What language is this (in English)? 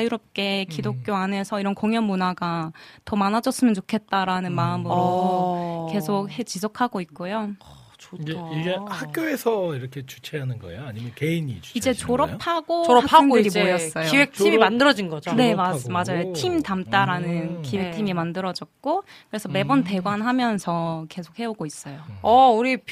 Korean